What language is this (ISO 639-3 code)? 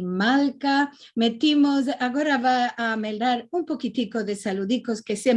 lad